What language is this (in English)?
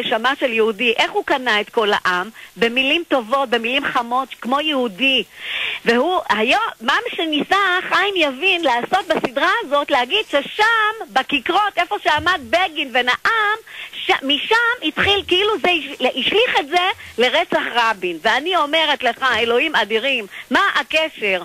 Hebrew